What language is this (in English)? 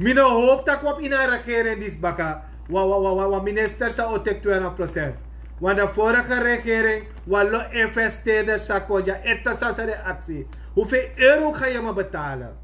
Sranan Tongo